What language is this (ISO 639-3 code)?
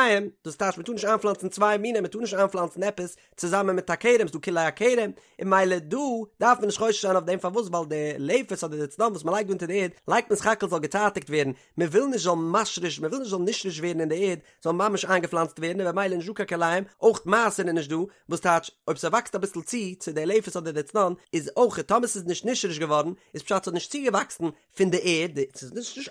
yid